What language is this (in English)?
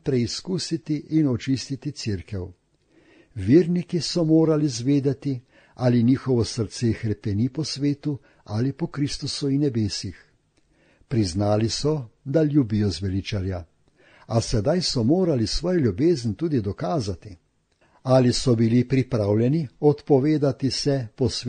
Slovenian